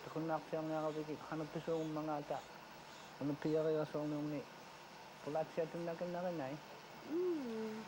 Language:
Kalaallisut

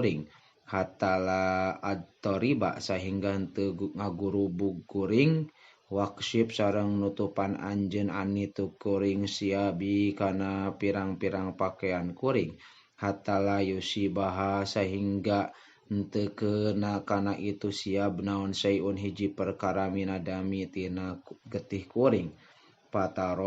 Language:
Sundanese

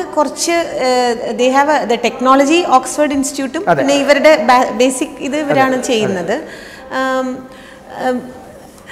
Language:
Malayalam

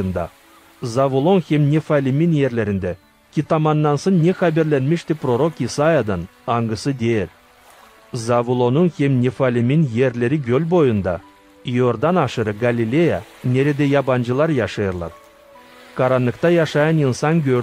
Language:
Gagauz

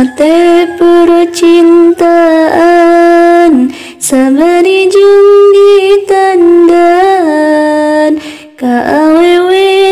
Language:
Sundanese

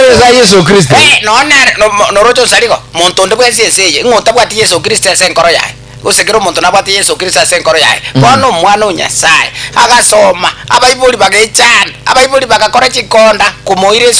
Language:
Gusii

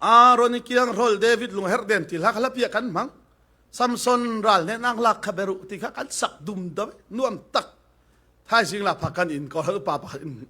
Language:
Falam Chin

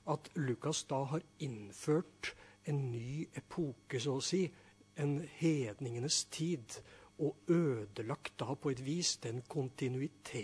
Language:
Norwegian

